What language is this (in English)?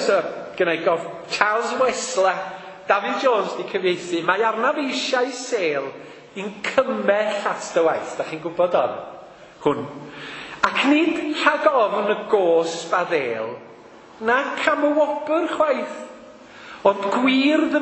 Welsh